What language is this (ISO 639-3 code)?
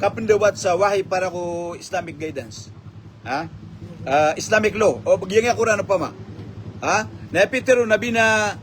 mrw